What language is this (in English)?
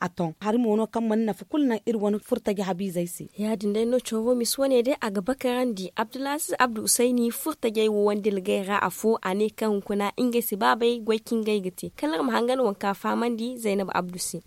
Zarma